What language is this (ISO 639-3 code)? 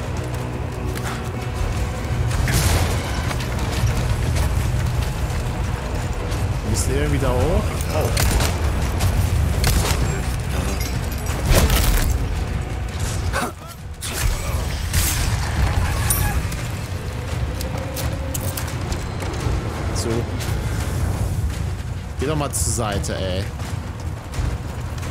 deu